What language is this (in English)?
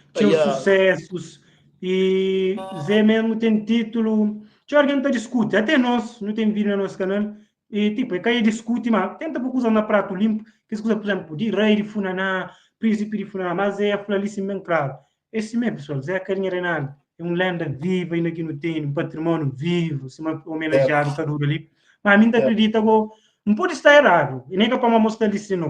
Kabuverdianu